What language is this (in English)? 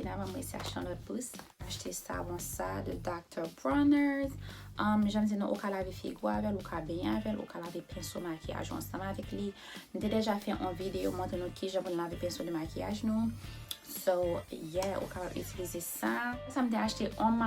Haitian Creole